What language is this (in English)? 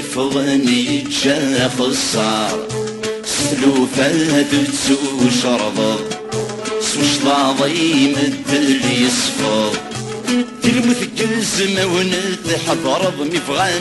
Kabyle